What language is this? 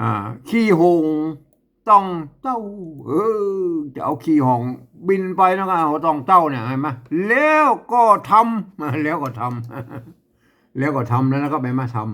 Northern Thai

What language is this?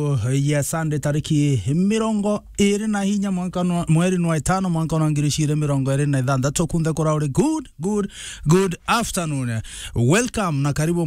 Meru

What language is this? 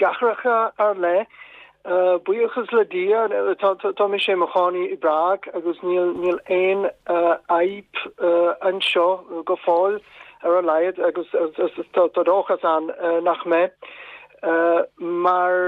Irish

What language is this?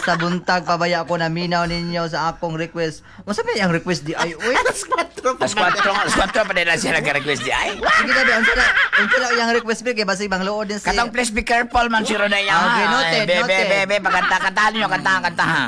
Cebuano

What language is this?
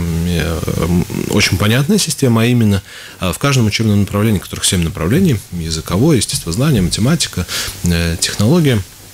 Russian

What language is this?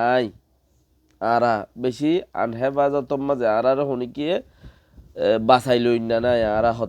Rohingya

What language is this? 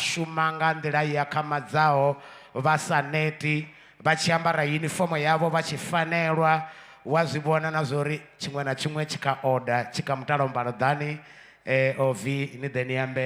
Venda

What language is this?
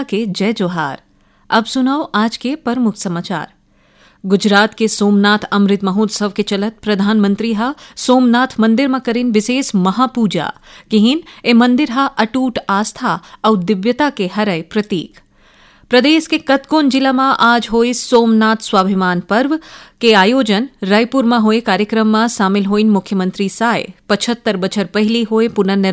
Chhattisgarhi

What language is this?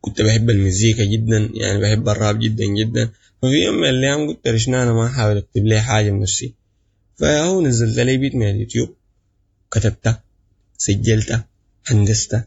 Sudanese Arabic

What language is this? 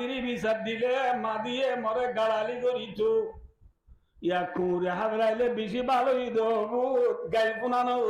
Rohingya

